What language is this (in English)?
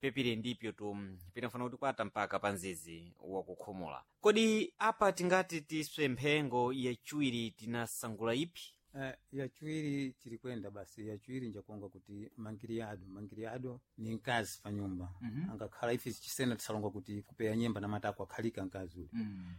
Sena